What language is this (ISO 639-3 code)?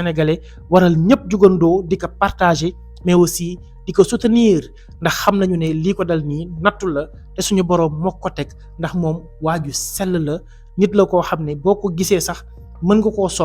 wol